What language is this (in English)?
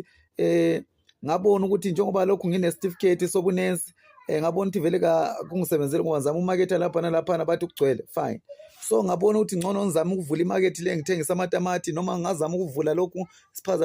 Zulu